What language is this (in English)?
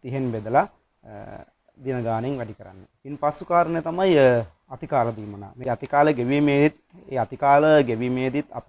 Sinhala